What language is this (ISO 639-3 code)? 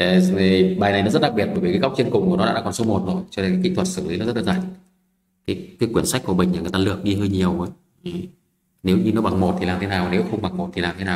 vie